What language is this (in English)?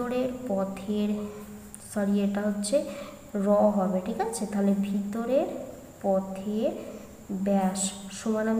Bangla